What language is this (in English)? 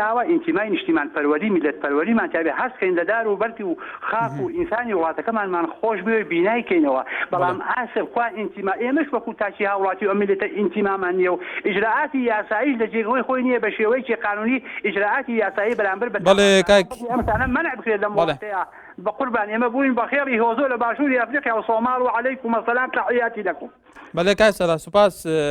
Central Kurdish